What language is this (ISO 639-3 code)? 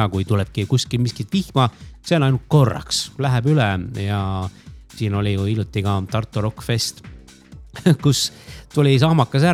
est